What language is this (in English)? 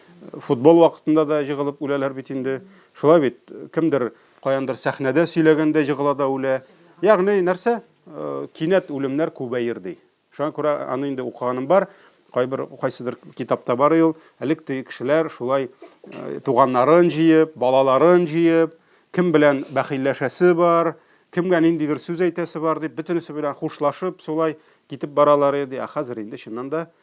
Tatar